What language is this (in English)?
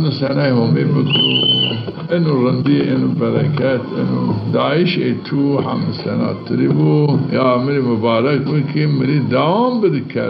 Zaza